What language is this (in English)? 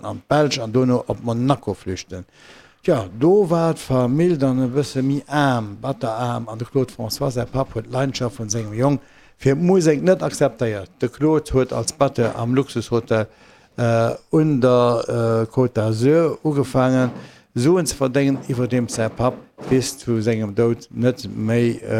Luxembourgish